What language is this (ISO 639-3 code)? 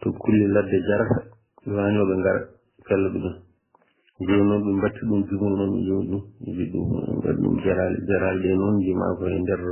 ful